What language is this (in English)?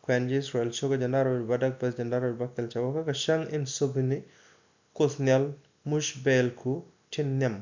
Nuer